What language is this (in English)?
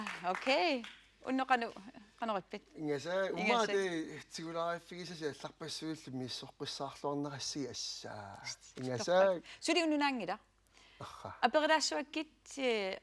Kalaallisut